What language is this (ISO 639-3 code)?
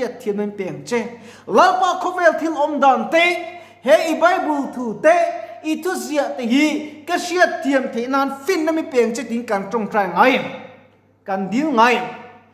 lus